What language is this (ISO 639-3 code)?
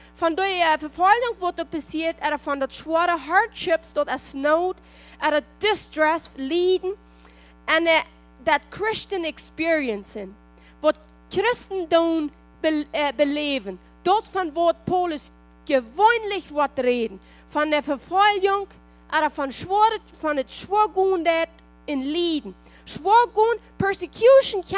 pdt